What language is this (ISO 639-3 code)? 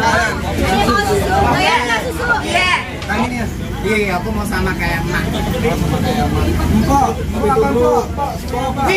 bew